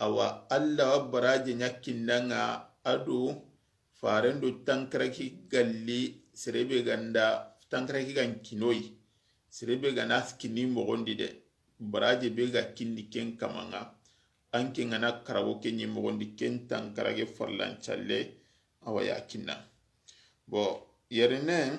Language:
Soninke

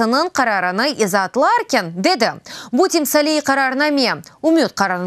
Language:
Crimean Tatar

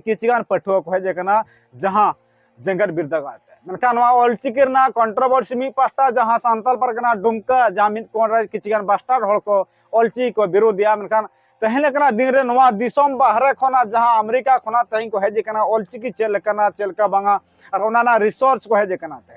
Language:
Santali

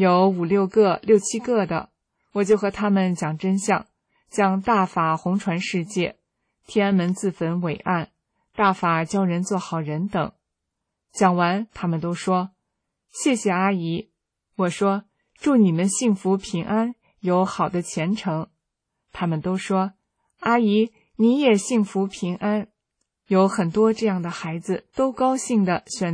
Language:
Chinese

